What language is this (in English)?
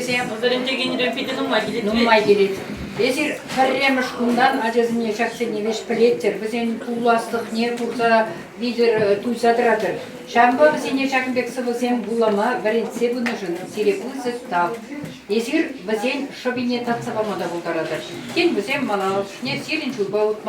Chuvash